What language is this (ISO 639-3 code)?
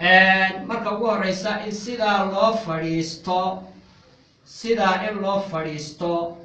som